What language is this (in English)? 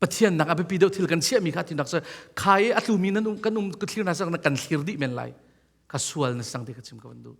Hakha Chin